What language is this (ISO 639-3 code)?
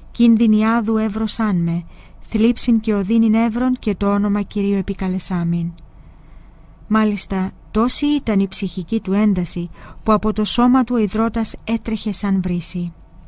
ell